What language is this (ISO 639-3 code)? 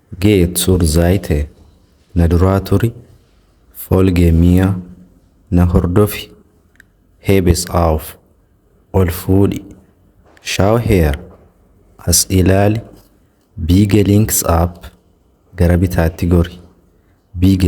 orm